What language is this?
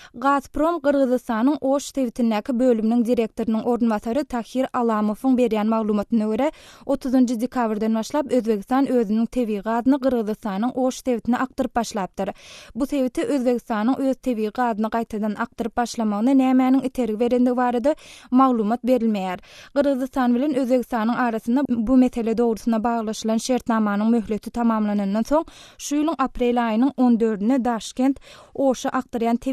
Turkmen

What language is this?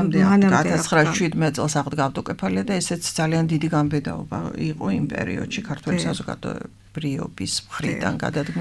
Georgian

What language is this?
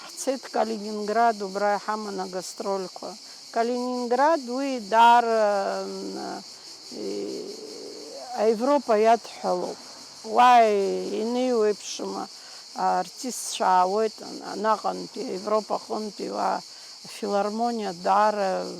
Abkhazian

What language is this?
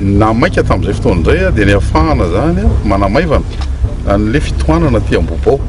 Malagasy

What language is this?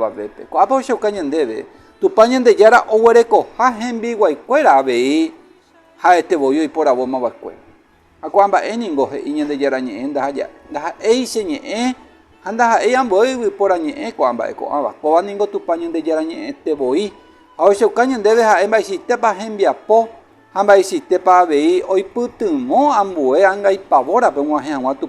Guarani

